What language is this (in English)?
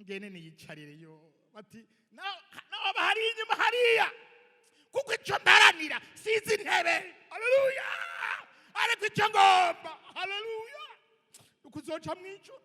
Rundi